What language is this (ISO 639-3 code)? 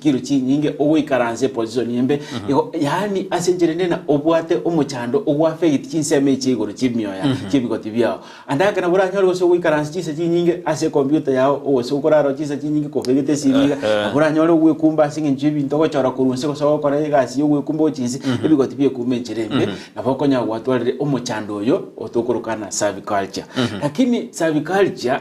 guz